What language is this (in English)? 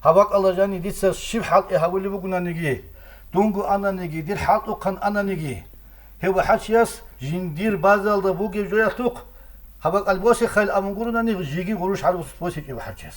Avaric